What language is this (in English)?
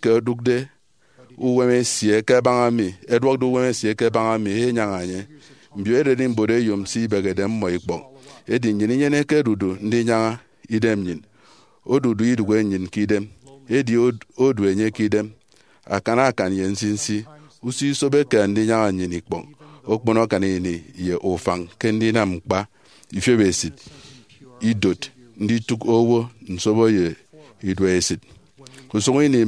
Efik